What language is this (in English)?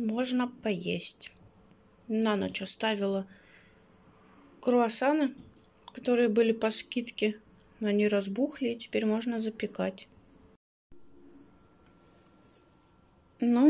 Russian